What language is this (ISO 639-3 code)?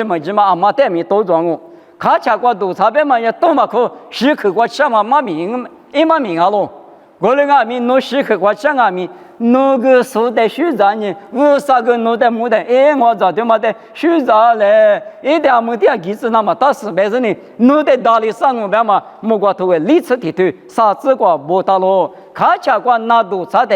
lis